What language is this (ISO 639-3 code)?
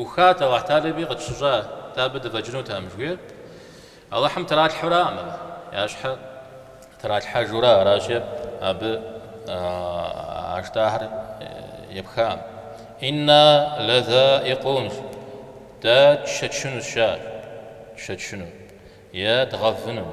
kbd